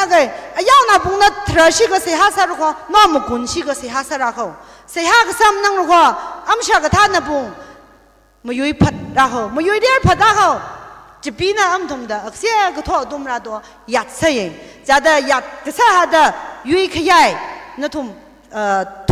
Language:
Tangkhul Naga (India)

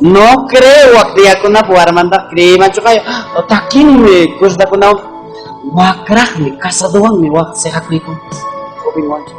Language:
Ayacucho Quechua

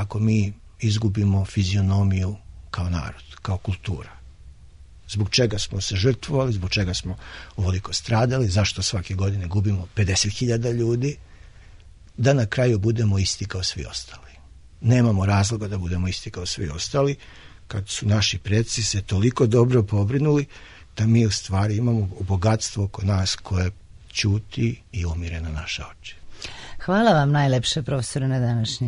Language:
Serbian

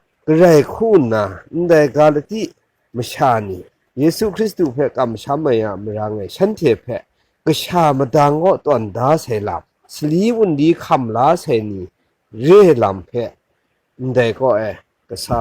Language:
Kachin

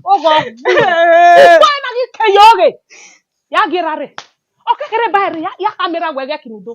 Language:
Bini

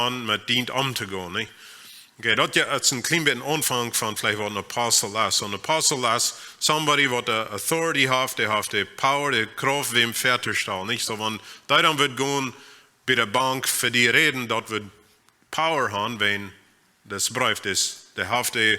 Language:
Plautdietsch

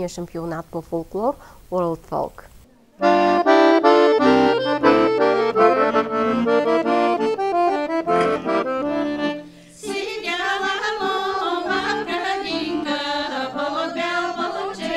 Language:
Bulgarian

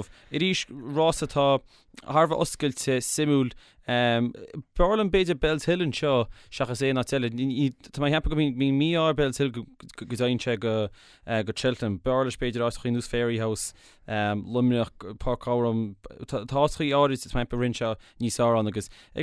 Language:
Irish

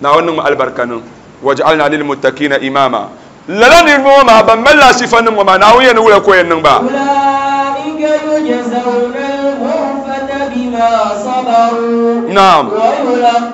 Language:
Dagbani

